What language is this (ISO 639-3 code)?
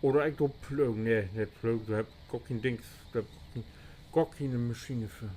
nds